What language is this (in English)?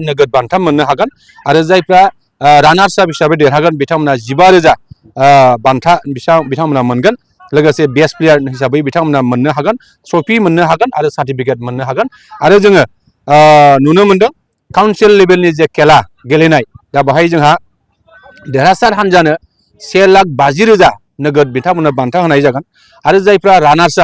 Bodo